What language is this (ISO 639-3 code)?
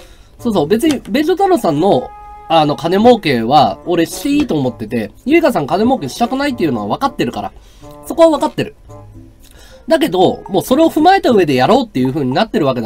jpn